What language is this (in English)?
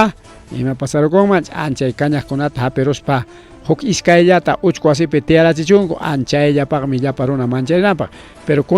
Ayacucho Quechua